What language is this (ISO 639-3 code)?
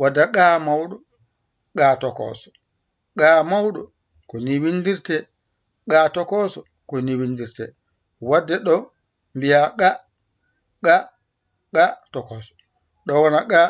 ful